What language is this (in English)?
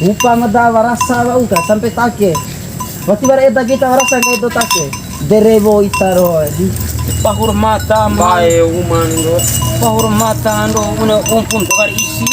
Bima